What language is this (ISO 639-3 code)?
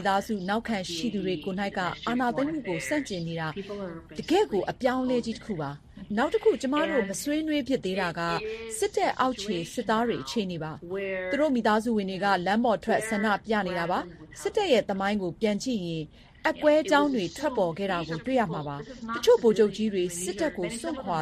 mya